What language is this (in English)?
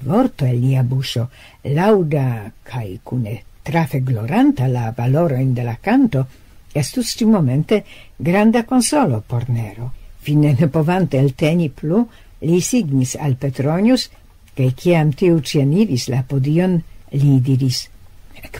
Esperanto